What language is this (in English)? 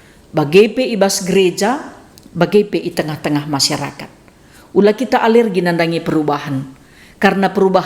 Batak Karo